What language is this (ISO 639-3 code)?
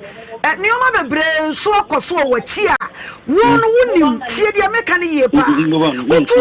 aka